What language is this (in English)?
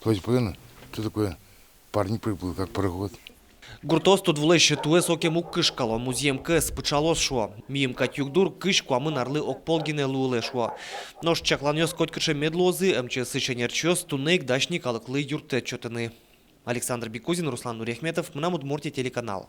Udmurt